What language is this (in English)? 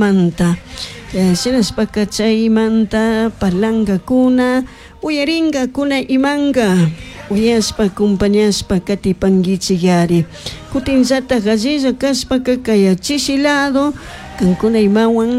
Chimborazo Highland Quichua